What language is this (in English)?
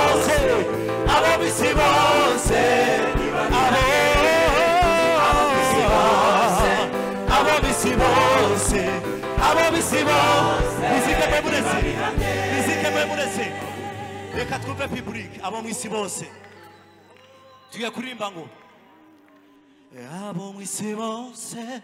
Kinyarwanda